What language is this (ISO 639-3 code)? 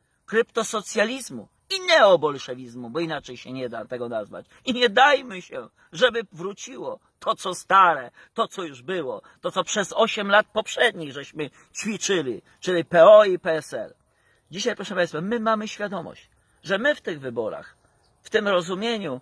pol